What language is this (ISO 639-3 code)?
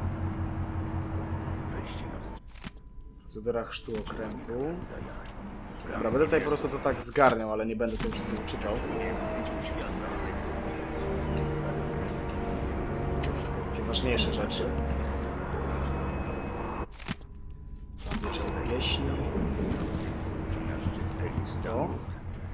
pol